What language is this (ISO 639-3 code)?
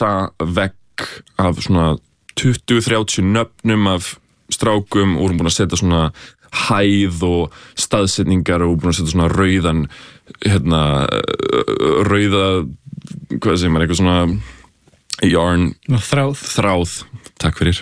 isl